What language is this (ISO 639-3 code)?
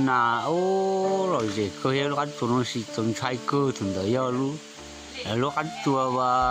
hmn